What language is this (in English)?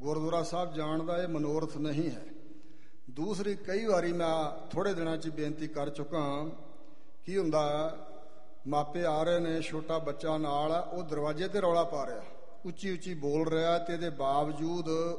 Punjabi